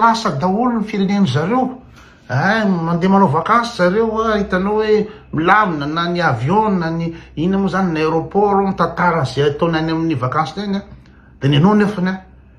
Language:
Malagasy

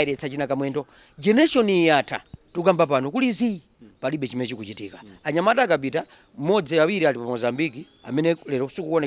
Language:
Nyanja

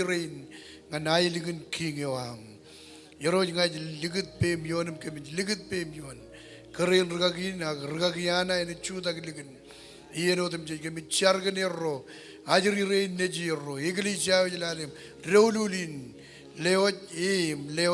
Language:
Marshallese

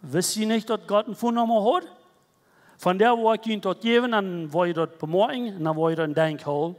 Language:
Plautdietsch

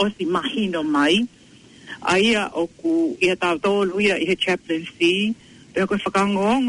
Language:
Tongan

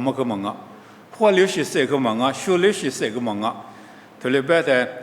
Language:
Lisu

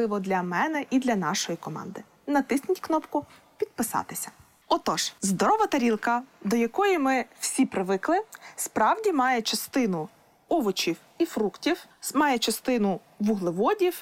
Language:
Ukrainian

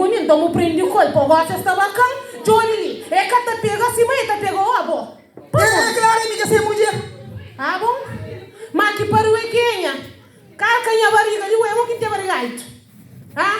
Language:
Kabuverdianu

